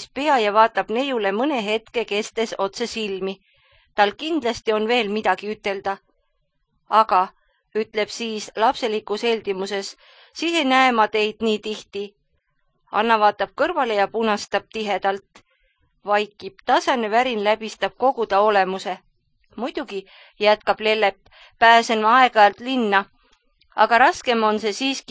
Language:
Estonian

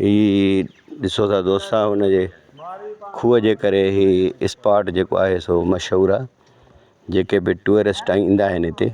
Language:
Sindhi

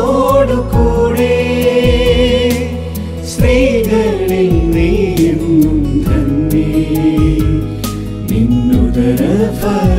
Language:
Malayalam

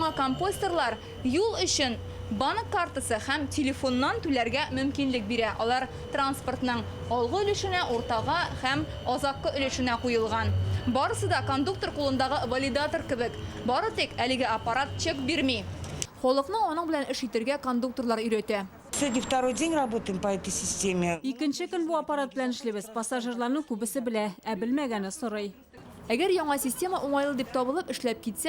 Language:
Tatar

